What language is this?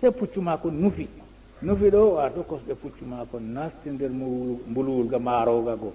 Fula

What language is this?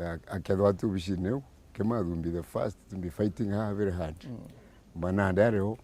Meru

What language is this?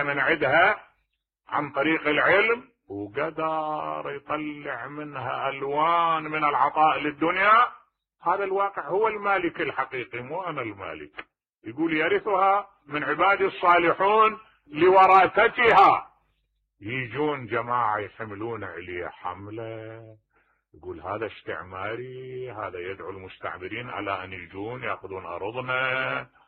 Mesopotamian Arabic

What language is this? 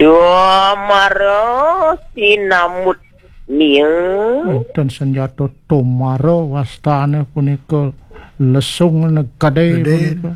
Balinese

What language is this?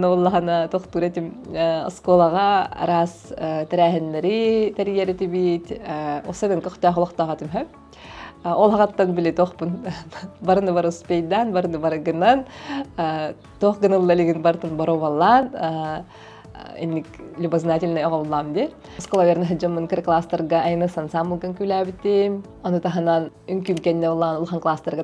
Yakut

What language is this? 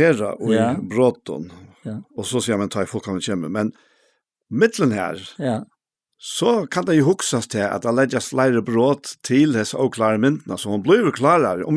Faroese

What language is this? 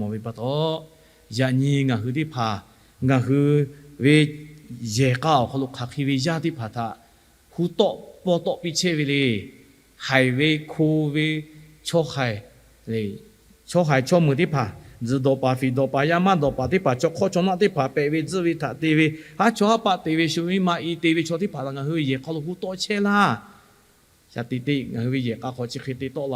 Lahu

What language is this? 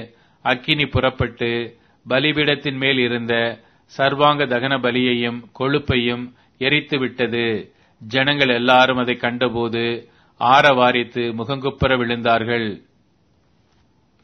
Tamil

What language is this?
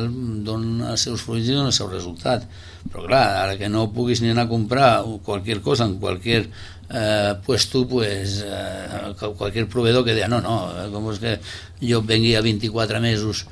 Catalan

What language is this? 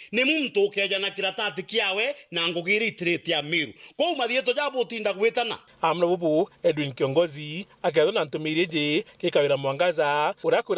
Meru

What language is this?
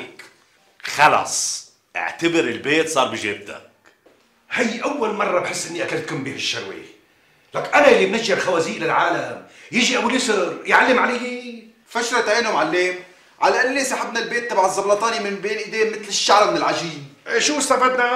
North Levantine Arabic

